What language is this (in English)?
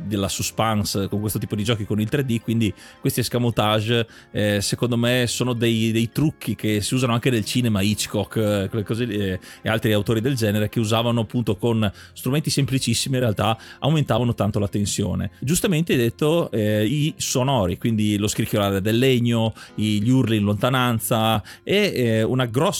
Italian